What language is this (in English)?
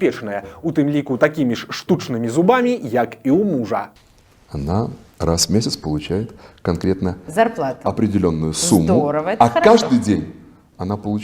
Belarusian